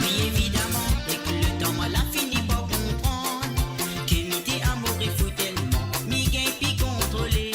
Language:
Morisyen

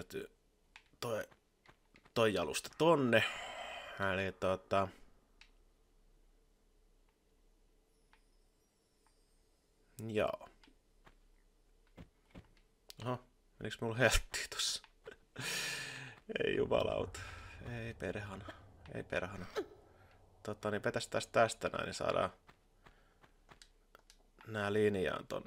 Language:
Finnish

